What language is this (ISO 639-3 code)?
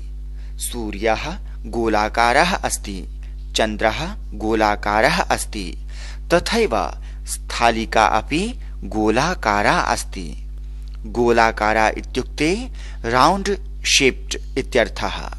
san